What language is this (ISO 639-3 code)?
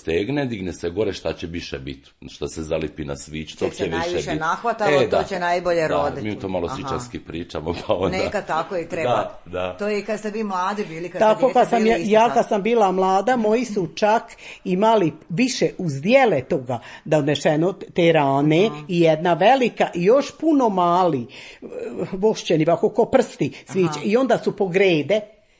hrv